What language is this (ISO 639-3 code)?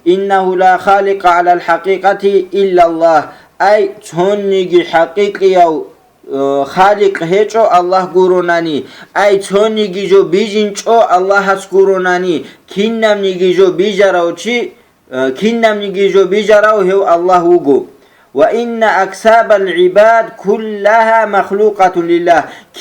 ava